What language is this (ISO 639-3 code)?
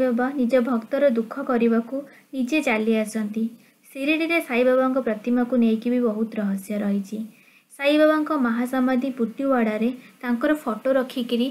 ori